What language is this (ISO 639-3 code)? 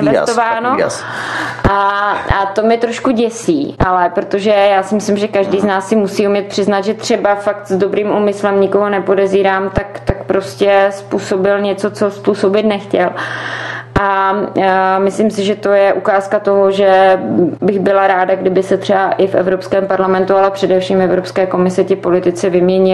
ces